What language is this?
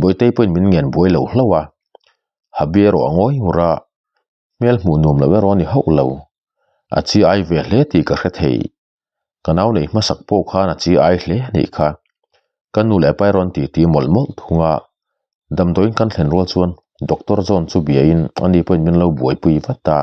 Mizo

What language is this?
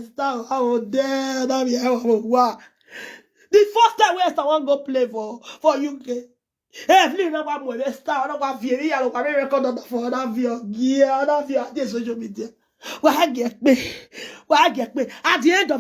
Nigerian Pidgin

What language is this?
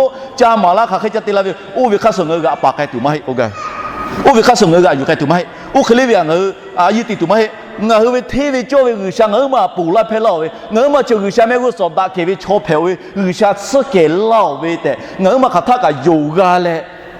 Lahu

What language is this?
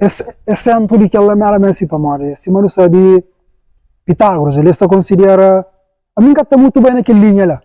Kabuverdianu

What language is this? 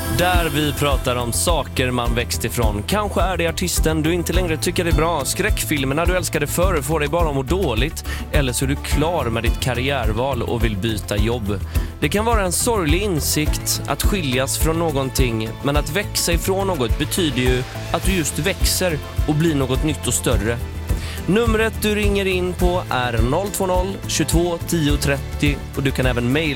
Swedish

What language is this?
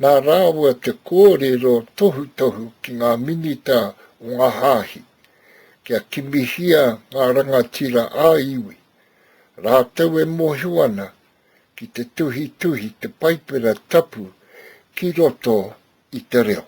Māori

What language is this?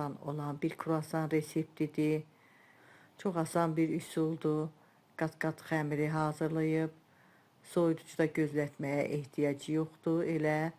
Azerbaijani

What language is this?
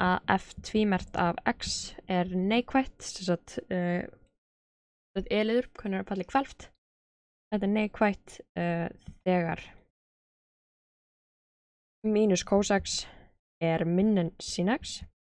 Icelandic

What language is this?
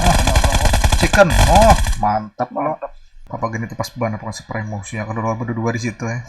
Banjar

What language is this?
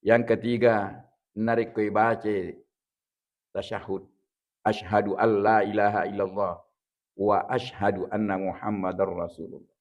Buginese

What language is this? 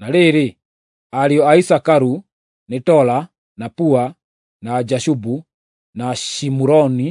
Kikuyu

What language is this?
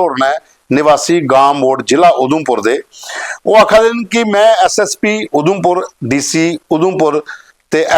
Dogri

